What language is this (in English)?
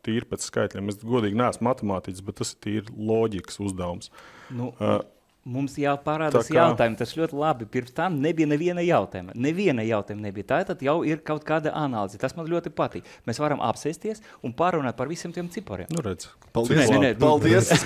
Latvian